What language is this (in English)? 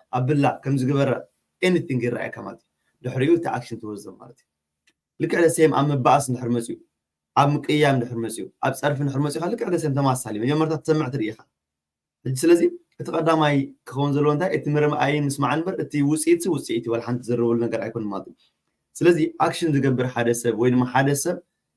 Tigrinya